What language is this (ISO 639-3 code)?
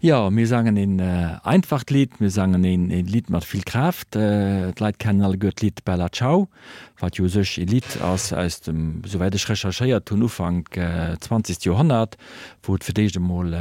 ltz